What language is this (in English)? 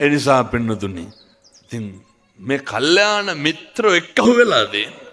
Sinhala